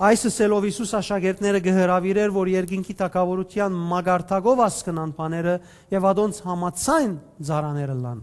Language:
Western Armenian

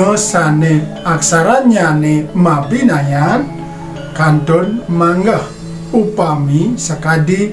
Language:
Balinese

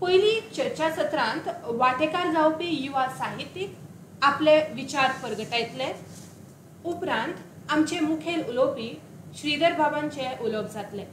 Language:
Konkani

